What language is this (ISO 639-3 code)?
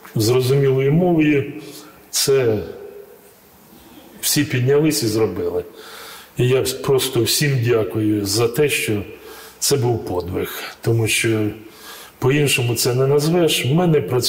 ukr